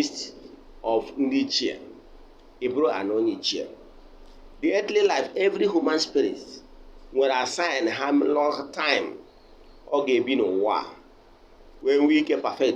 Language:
Igbo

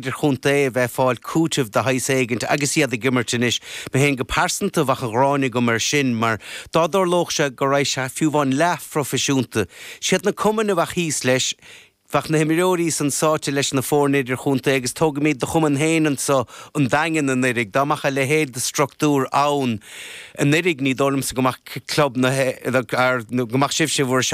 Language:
Irish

